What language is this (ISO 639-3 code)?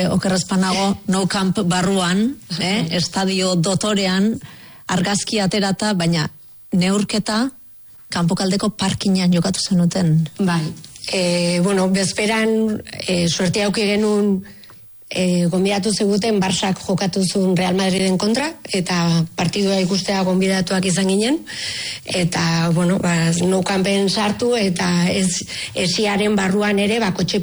eus